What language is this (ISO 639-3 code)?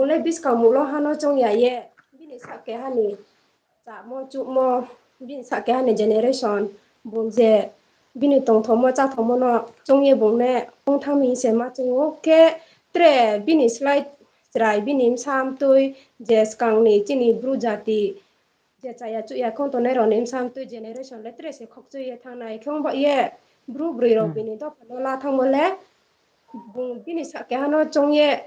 ria